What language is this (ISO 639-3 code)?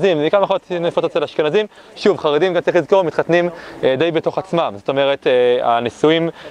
heb